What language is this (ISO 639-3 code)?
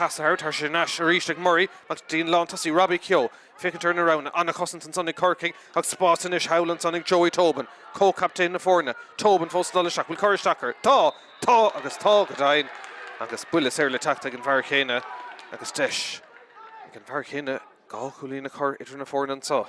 gle